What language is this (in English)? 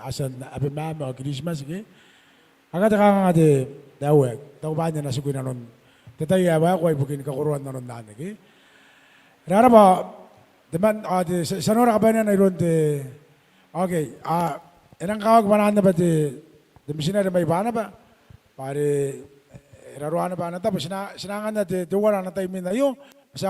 Gilbertese